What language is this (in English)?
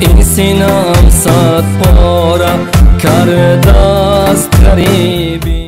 Tajik